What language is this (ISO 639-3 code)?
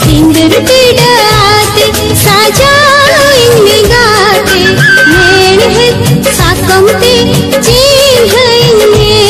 sat